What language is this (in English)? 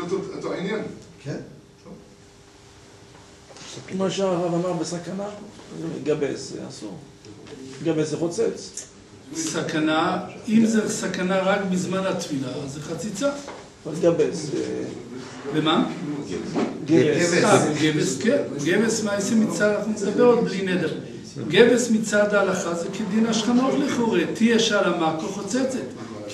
Hebrew